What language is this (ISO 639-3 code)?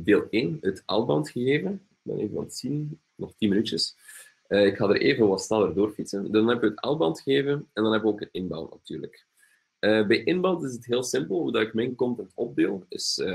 nld